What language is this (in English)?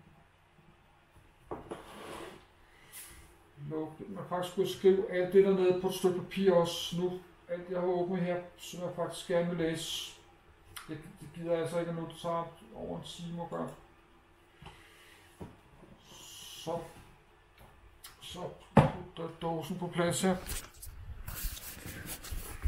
Danish